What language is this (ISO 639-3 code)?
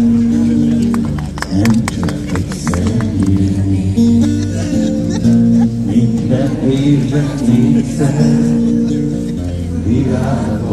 hun